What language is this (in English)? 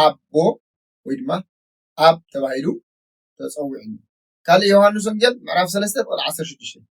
Tigrinya